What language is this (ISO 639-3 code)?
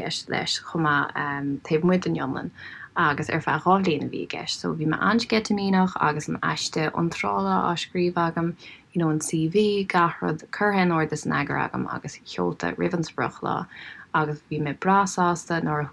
gle